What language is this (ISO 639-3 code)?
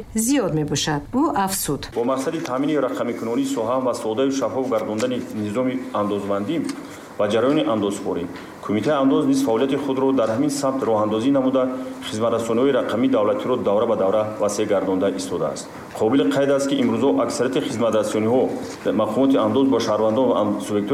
tgk